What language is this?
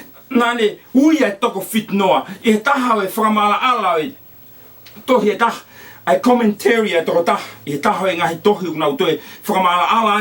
Tongan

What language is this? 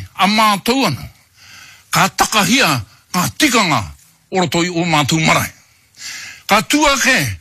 Māori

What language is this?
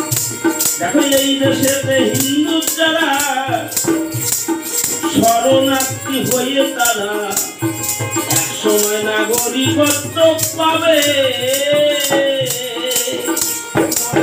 Bangla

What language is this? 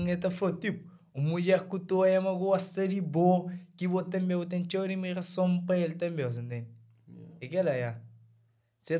Kabuverdianu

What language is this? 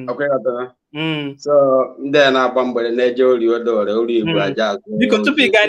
Igbo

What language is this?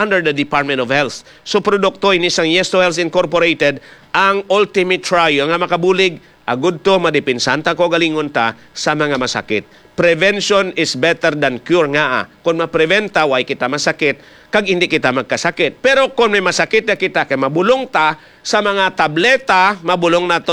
Hiligaynon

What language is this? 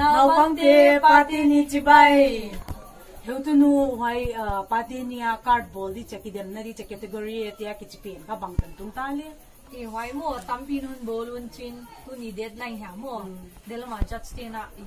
Paite Chin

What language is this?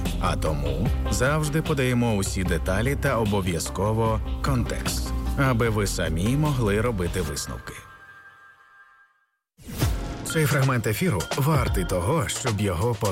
Ukrainian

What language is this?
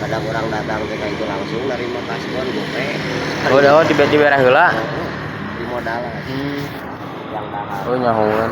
Sundanese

